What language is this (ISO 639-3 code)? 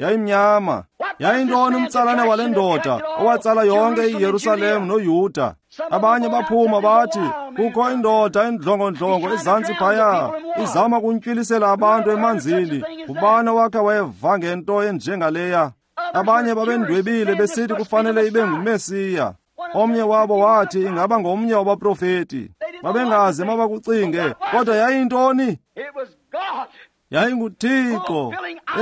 xho